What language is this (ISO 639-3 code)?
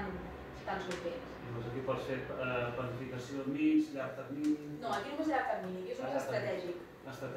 cat